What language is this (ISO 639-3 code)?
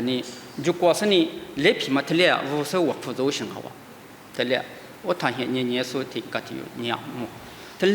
lis